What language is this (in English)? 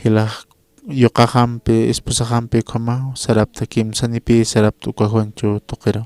Aymara